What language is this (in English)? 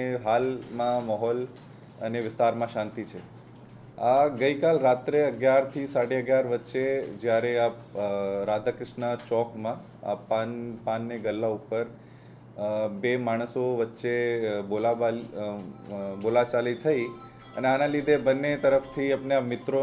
Gujarati